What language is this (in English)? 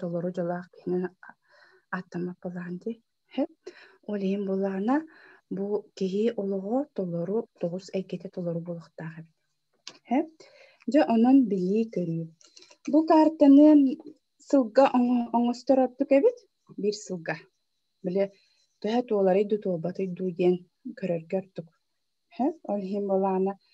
Yakut